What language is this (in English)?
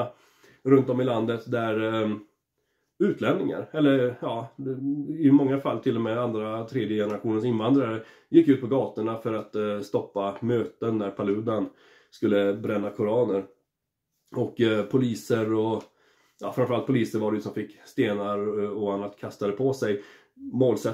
Swedish